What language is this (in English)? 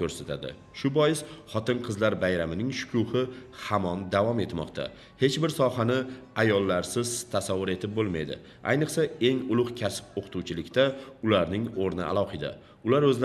Uzbek